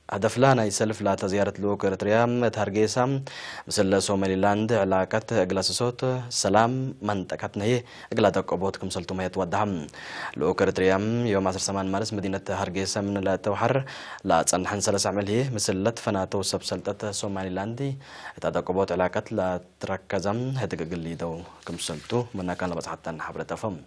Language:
Tigre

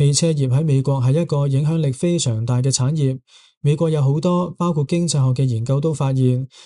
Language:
Cantonese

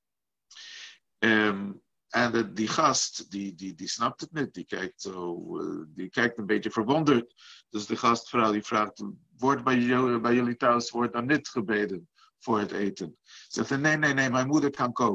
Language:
Dutch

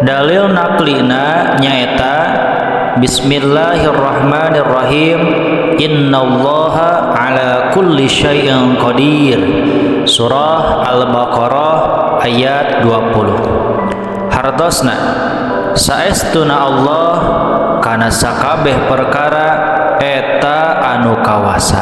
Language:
Sundanese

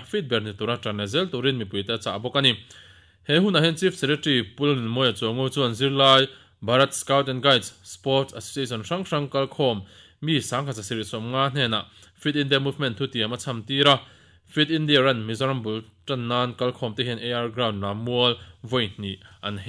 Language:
Mizo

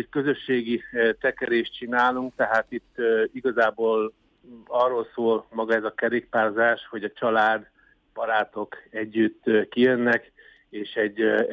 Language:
Hungarian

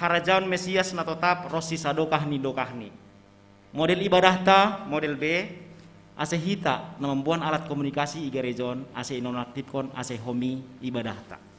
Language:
Batak Simalungun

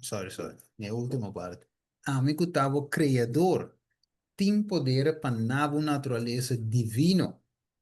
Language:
Papiamento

